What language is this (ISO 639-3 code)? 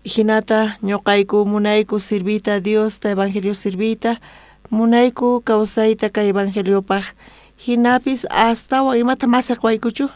quh